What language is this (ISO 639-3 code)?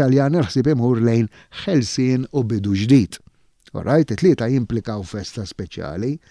mlt